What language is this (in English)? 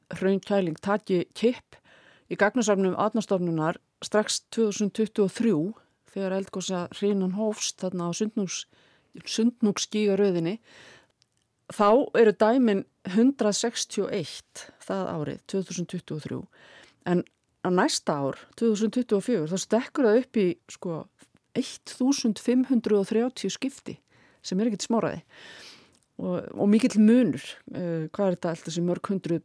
Icelandic